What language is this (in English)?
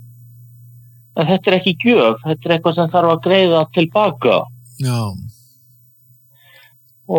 Icelandic